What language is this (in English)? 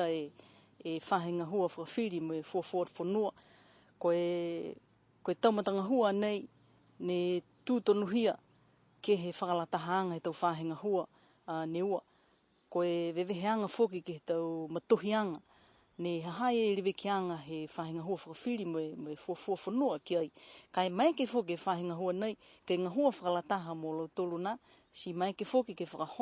Niuean